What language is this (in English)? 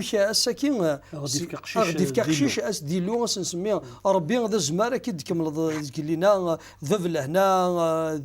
Kabyle